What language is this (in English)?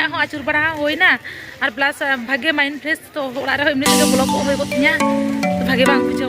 Santali